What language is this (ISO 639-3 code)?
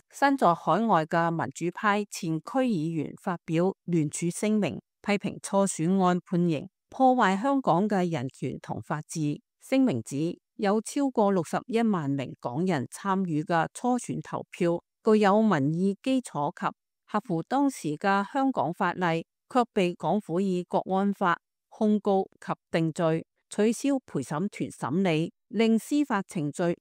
yue